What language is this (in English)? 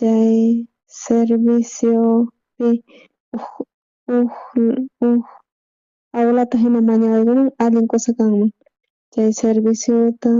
South Bolivian Quechua